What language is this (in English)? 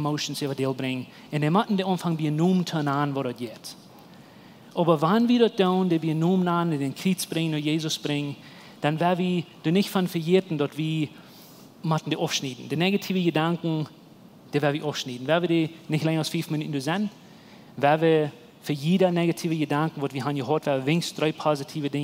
Plautdietsch